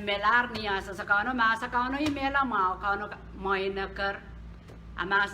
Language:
Pohnpeian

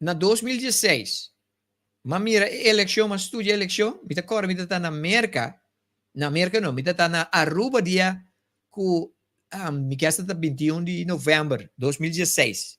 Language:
Papiamento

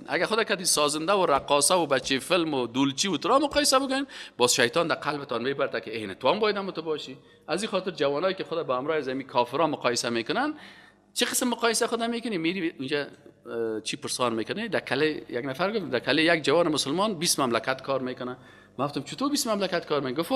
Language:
Persian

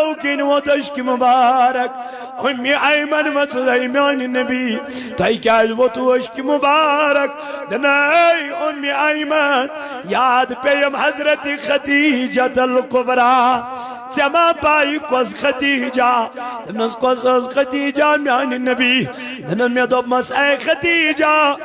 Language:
Kashmiri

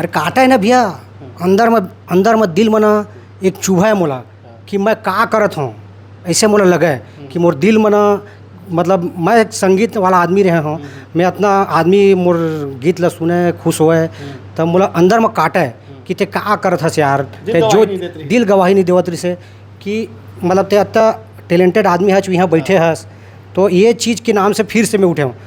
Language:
Chhattisgarhi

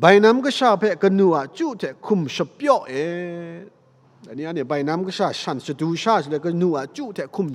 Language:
Kachin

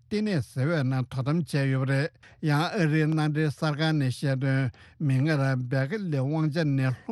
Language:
Tibetan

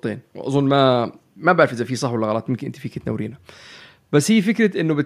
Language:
North Levantine Arabic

